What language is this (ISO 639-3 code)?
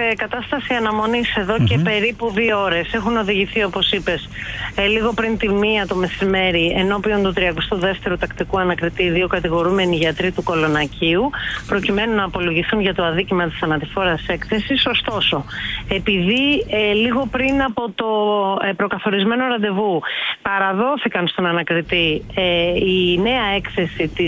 ell